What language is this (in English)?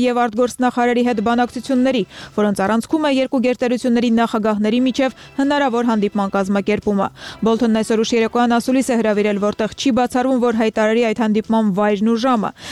Armenian